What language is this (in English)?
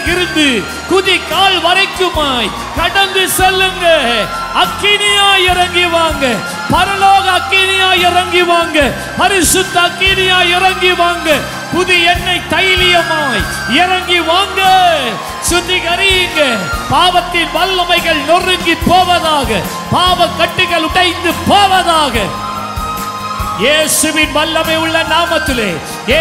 Tamil